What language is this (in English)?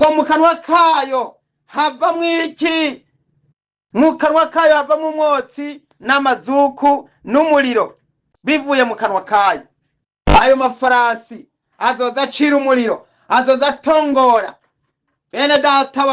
Rundi